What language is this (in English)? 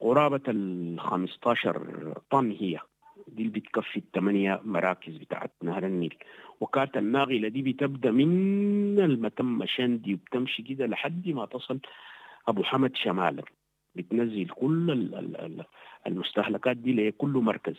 Sudanese Arabic